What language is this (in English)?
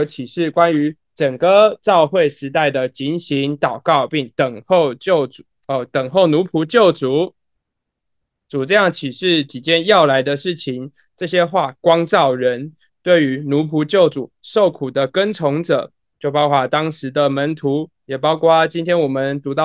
Chinese